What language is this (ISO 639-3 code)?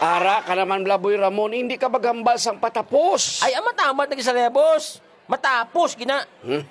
hil